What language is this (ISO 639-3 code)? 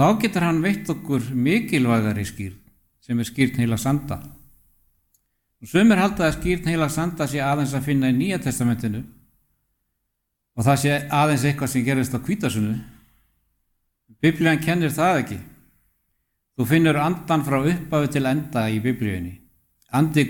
isl